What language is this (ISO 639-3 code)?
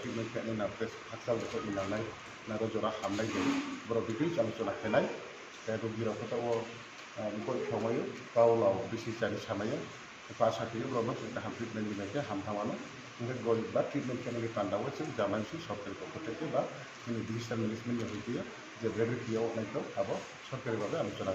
ria